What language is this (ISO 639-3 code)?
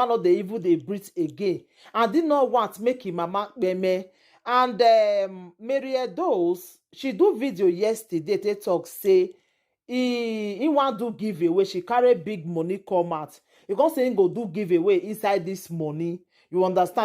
pcm